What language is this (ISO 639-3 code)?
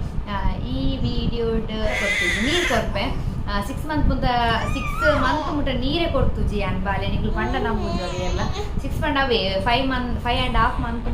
tcy